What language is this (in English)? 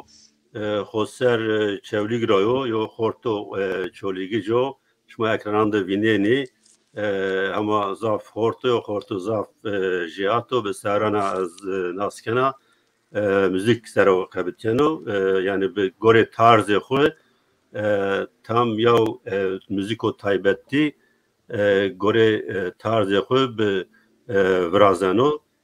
Zaza